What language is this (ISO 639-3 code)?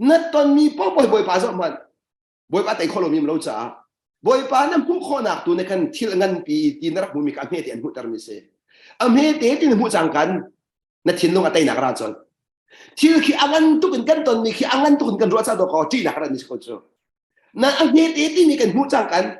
cnh